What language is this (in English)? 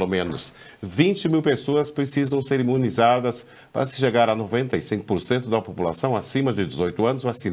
Portuguese